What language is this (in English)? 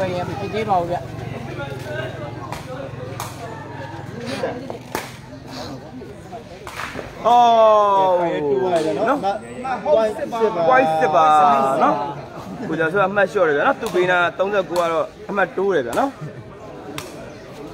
Burmese